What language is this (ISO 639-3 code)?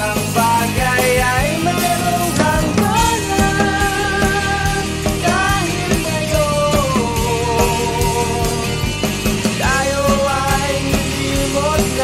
fil